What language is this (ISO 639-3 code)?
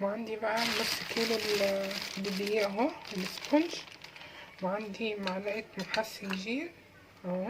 arz